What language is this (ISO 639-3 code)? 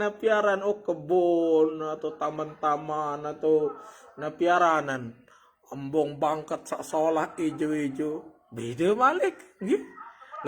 sas